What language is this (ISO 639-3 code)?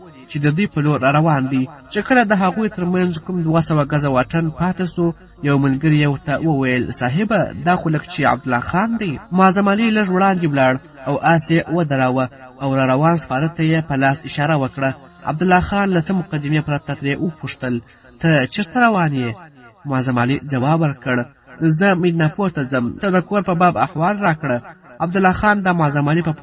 pus